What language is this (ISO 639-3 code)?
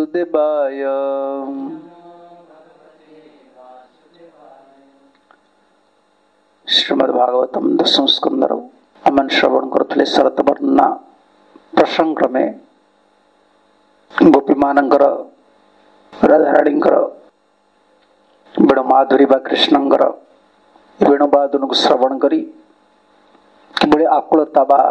ori